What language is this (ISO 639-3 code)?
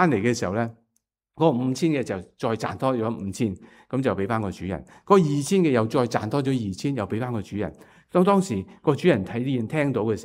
yue